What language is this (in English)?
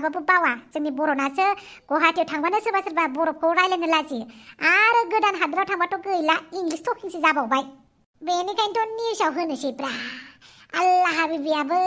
Bodo